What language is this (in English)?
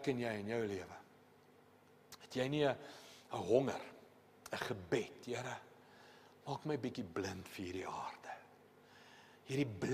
Afrikaans